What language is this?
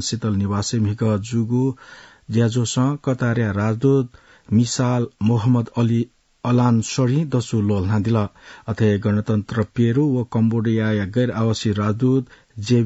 Newari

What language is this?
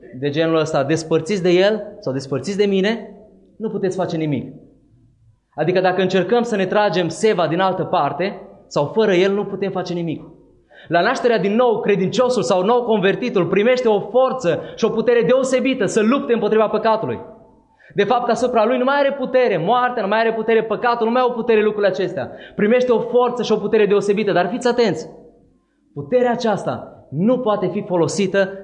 Romanian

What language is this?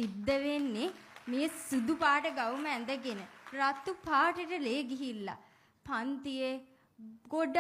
Sinhala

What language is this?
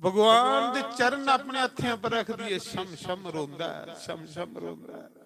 Dogri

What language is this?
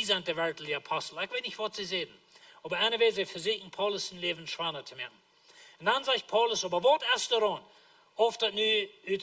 Plautdietsch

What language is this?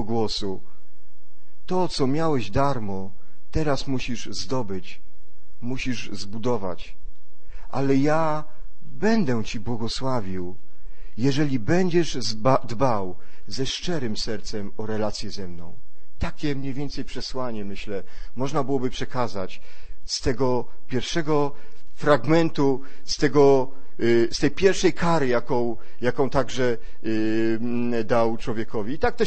Polish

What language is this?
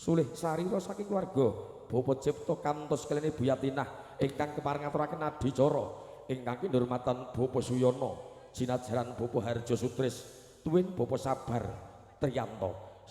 Javanese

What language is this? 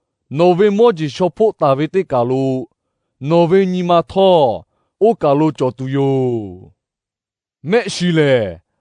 Lahu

